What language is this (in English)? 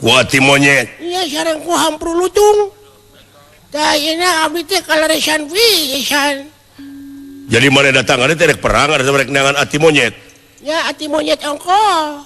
Sundanese